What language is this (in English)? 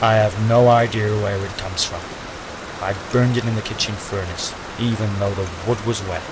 Bavarian